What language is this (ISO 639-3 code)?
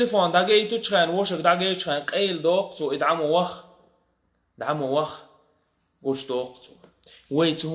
che